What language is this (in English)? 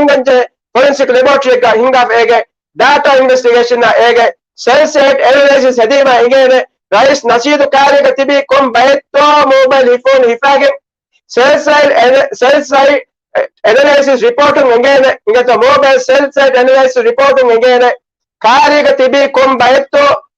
Divehi